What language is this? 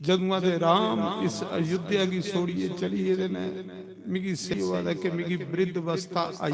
Dogri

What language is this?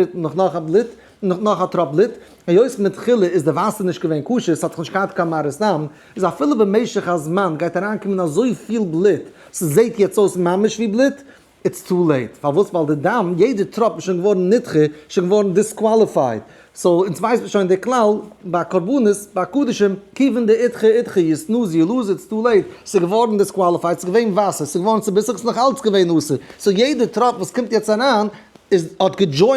Yiddish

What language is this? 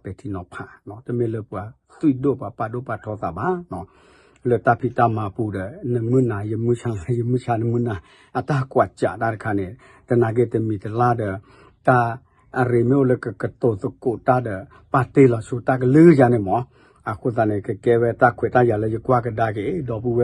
S'gaw Karen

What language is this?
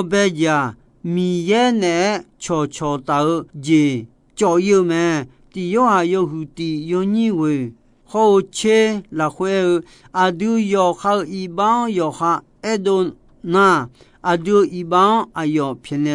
Akha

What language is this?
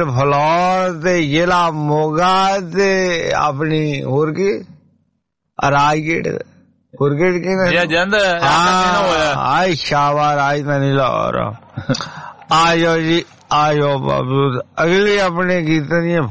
Punjabi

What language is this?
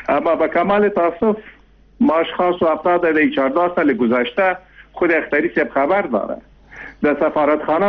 Persian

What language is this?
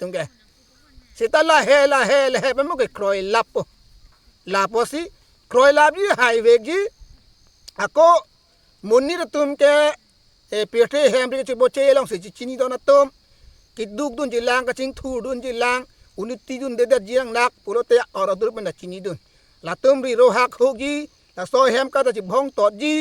Karbi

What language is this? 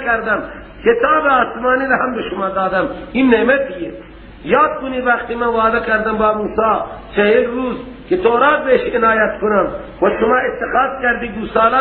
Persian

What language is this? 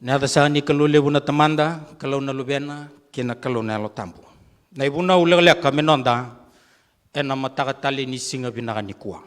Fijian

